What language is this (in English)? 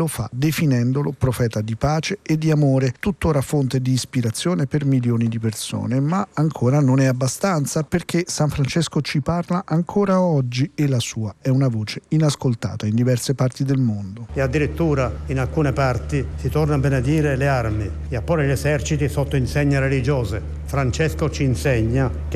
Italian